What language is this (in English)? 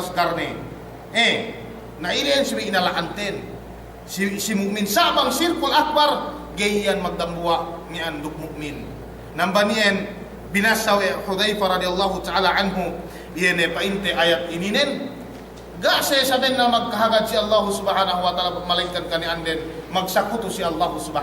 Yakan